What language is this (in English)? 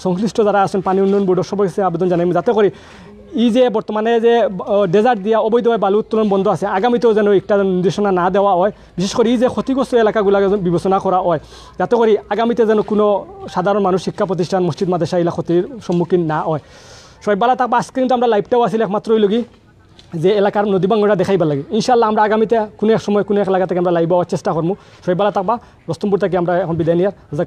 Sylheti